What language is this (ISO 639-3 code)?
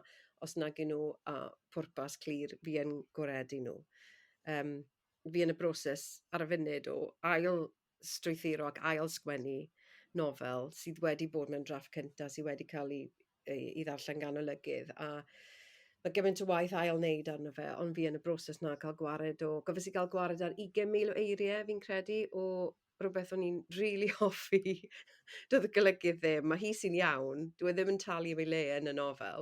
cym